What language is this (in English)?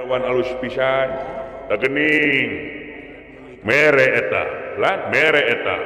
Sundanese